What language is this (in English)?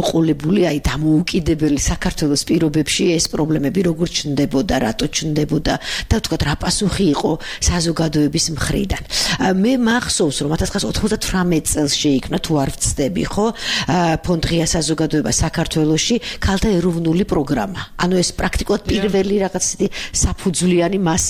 Georgian